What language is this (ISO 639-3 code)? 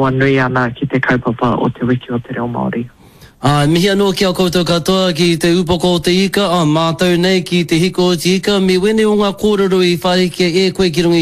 mri